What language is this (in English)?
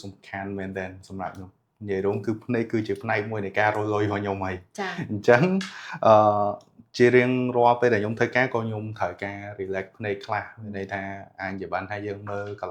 Khmer